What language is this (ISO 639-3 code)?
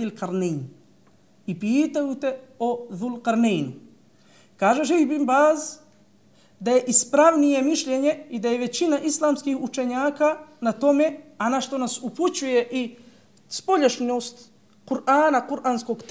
bos